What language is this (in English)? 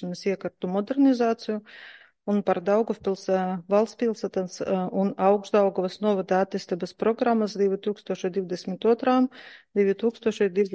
Latvian